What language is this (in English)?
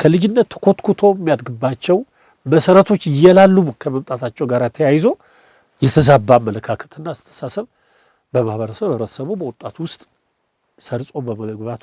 Amharic